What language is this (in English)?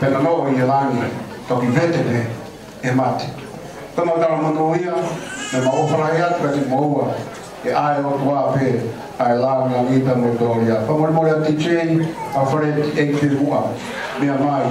Tongan